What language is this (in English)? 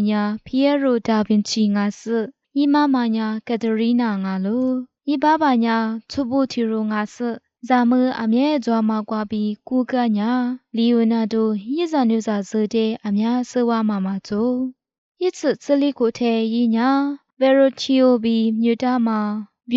Lisu